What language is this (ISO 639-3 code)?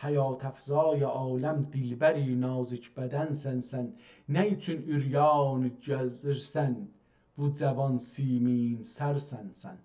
azb